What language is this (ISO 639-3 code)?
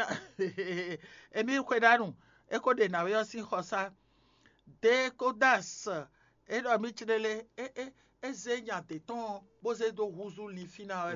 fon